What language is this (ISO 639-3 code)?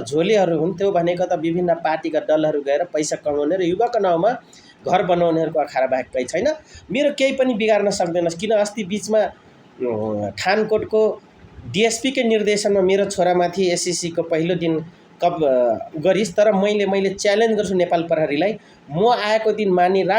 nep